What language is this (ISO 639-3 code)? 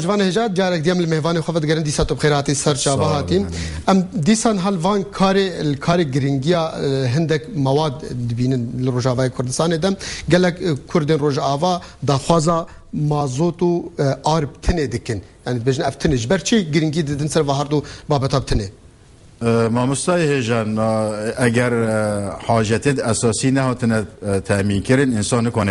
kur